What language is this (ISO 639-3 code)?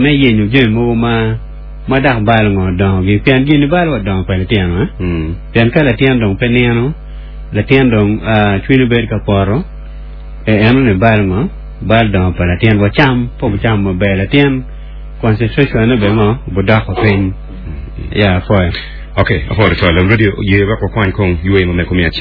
ach